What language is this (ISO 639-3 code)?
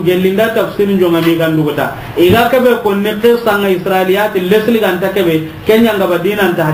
snk